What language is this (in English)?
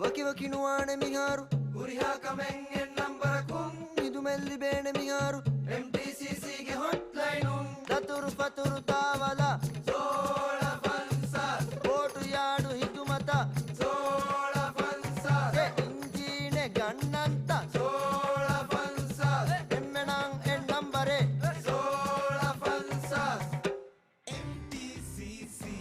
Divehi